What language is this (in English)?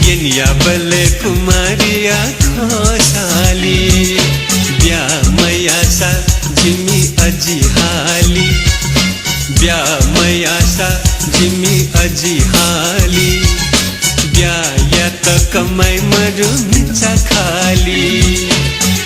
Newari